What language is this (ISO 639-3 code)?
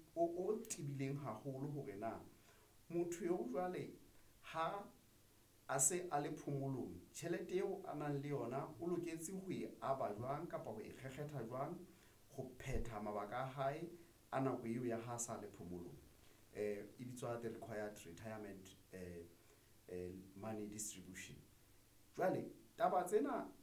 sot